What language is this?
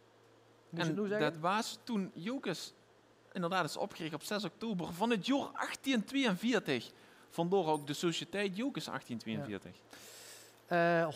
Limburgish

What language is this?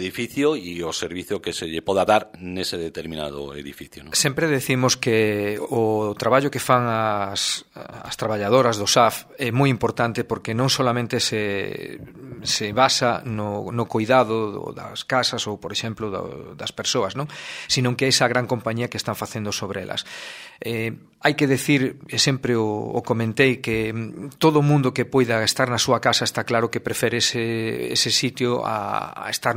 Galician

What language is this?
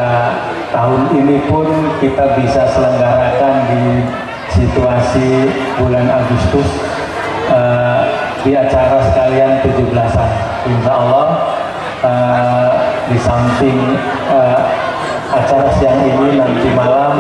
Indonesian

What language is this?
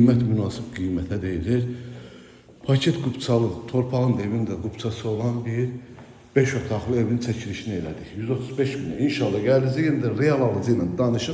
Azerbaijani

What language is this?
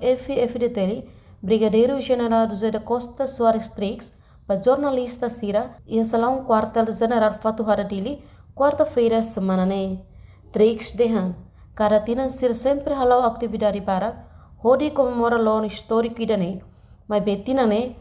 Tetum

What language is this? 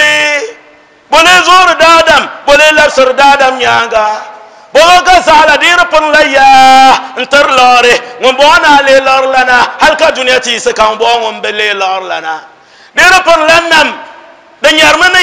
Dagbani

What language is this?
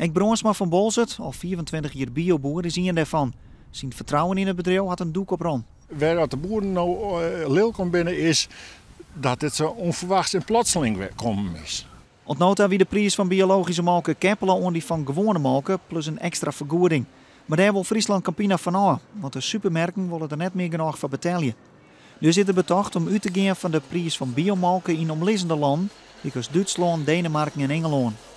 Western Frisian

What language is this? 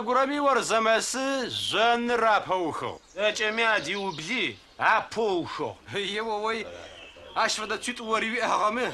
Adyghe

